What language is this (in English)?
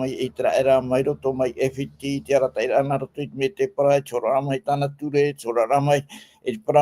Tahitian